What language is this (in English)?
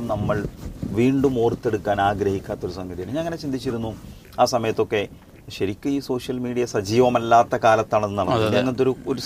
Malayalam